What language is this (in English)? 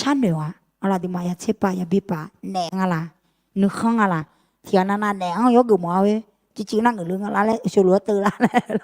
Akha